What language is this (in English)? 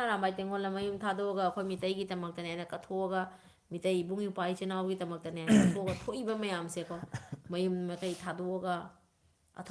Manipuri